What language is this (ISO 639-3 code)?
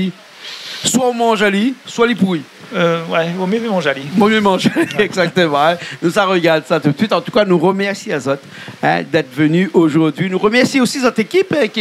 rcf